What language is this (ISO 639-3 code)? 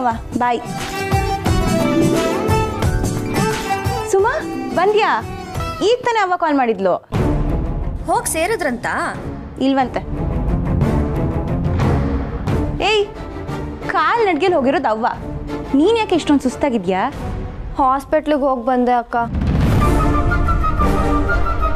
kan